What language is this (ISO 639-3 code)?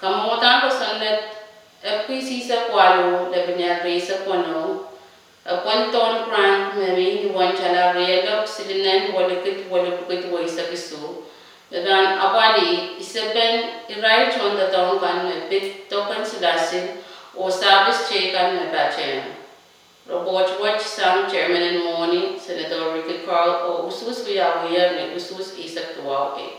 pon